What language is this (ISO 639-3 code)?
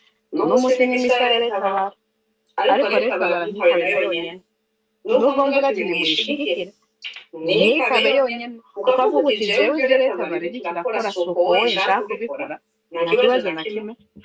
run